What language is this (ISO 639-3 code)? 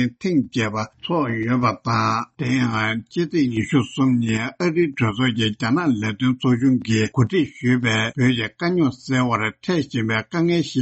bod